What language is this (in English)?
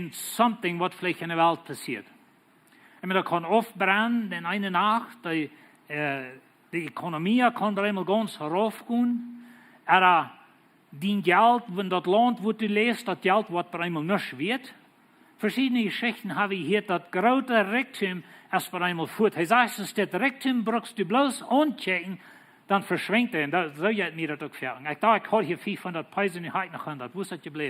Plautdietsch